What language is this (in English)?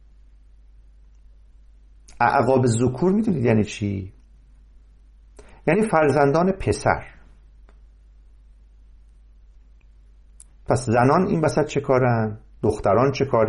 Persian